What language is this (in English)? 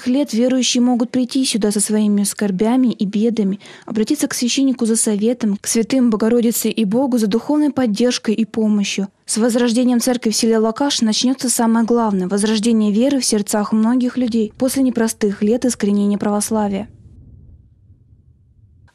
Russian